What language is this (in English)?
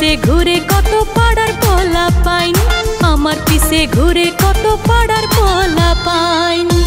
Bangla